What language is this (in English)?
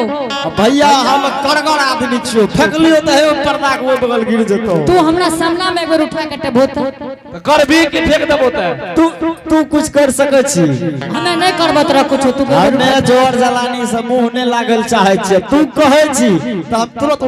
Angika